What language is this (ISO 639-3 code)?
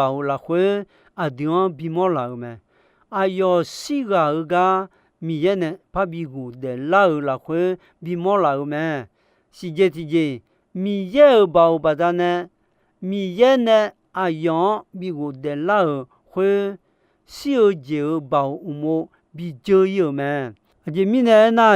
ahk